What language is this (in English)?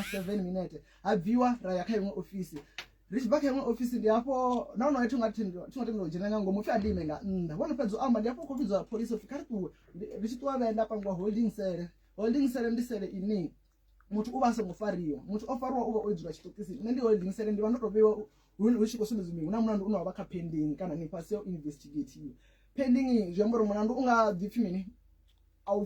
Venda